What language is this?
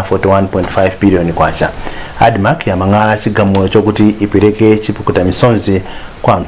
Nyanja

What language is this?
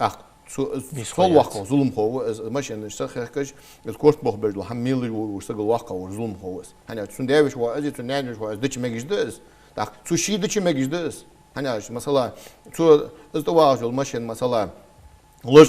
Ingush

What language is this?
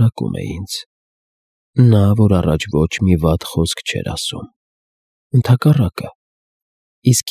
Armenian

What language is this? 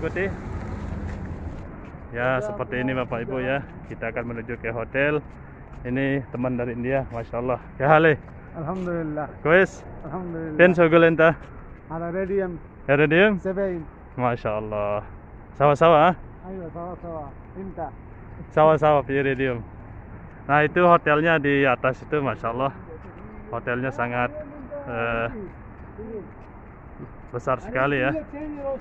Indonesian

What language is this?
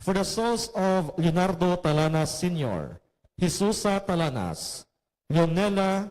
Hiligaynon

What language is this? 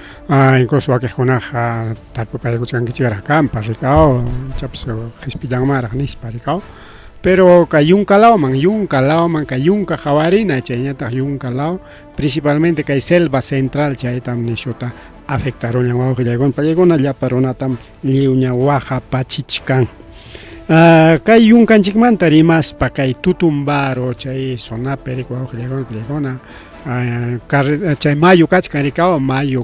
Ayacucho Quechua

